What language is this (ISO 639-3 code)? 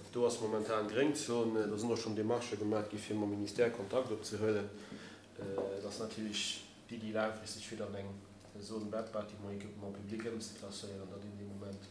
ltz